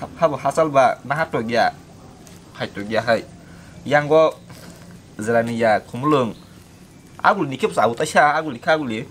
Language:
Kok Borok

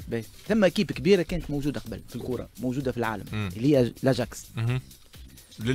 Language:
Tunisian Arabic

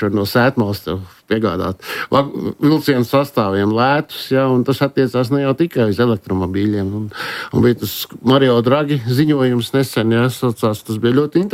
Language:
Latvian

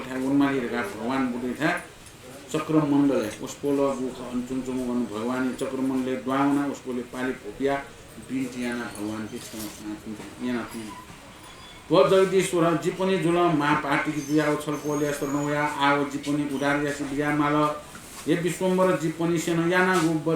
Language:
Newari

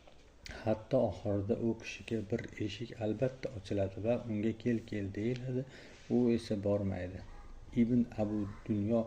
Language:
Uzbek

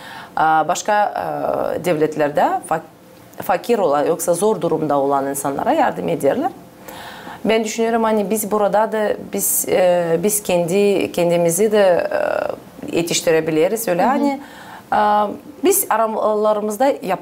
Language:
Gagauz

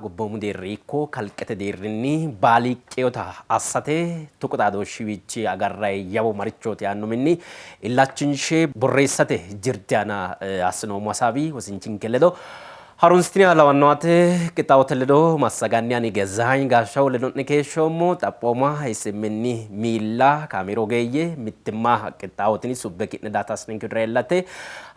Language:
Sidamo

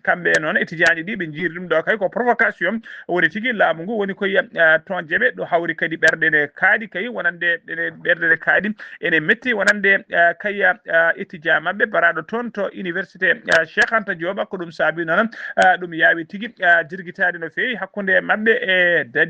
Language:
Fula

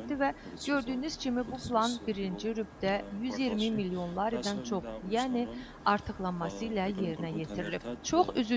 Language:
Azerbaijani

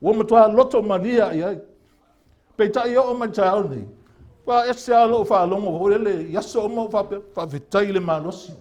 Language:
Samoan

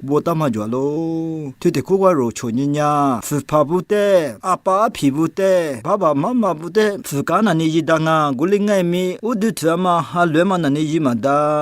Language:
Lisu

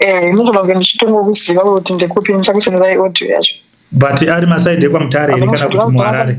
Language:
Shona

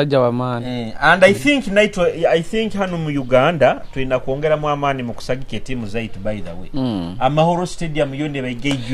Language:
Nyoro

